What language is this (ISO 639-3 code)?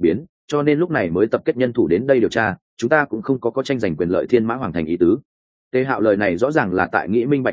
vie